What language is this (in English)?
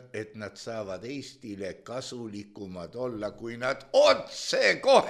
Estonian